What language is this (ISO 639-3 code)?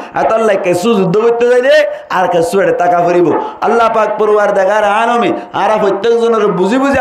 rhg